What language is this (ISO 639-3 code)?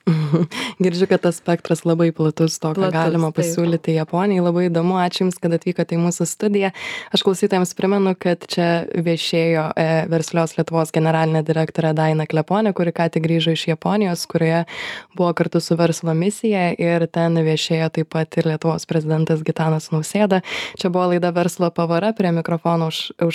lit